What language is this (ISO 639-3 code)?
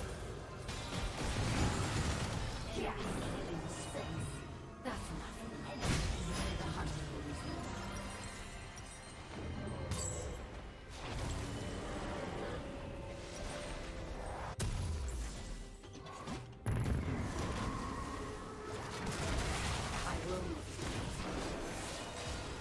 eng